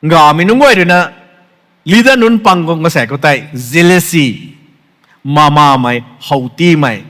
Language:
Rongmei Naga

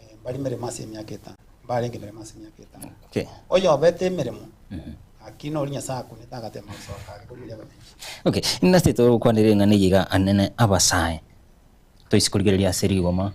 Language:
Gusii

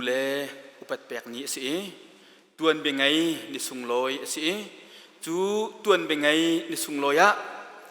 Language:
Hakha Chin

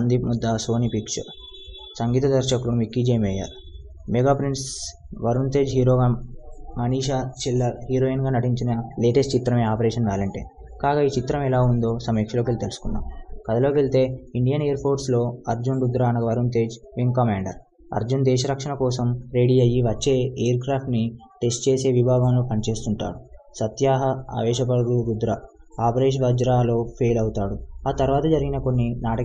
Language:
Telugu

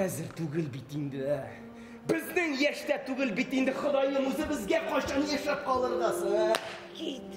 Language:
Tatar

